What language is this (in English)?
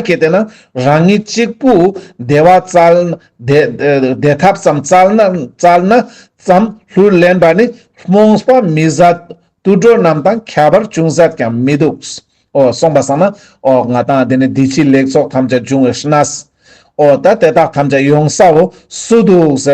Ladakhi